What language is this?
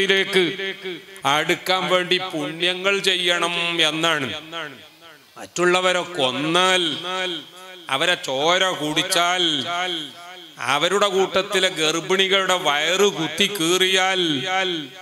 Malayalam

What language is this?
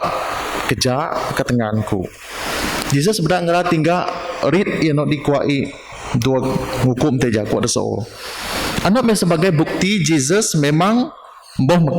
Biatah Bidayuh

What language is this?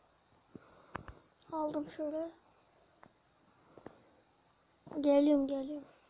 Turkish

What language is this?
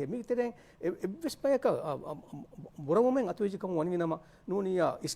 Divehi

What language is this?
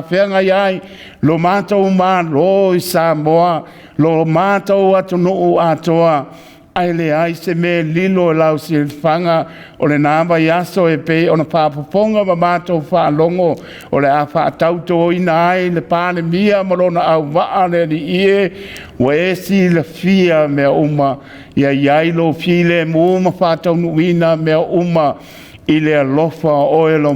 Samoan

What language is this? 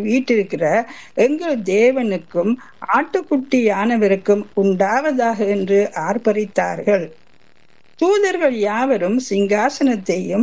Tamil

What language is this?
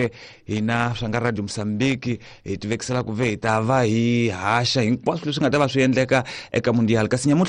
Tsonga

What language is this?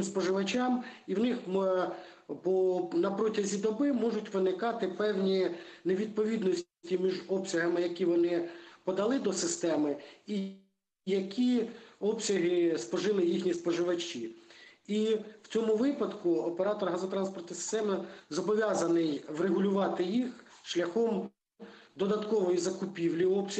Ukrainian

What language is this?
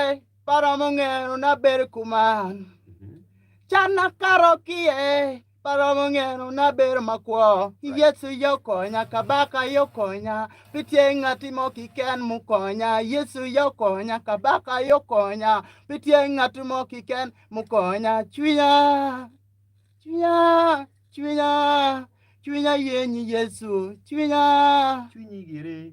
Acoli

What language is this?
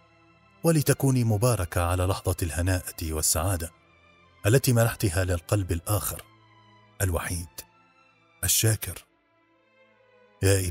Arabic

